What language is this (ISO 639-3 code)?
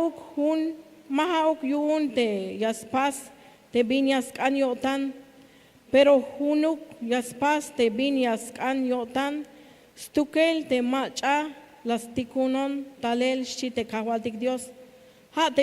tzh